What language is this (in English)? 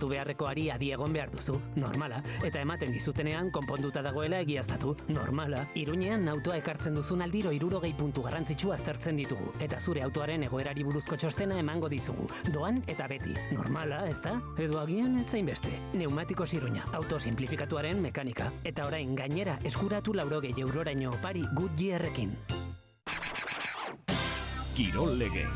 Basque